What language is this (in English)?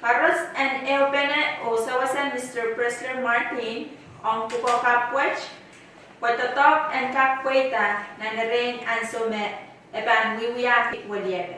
Pohnpeian